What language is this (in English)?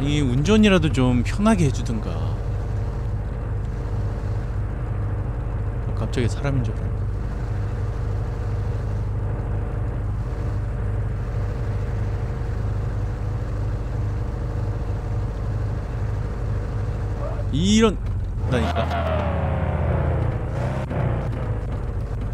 Korean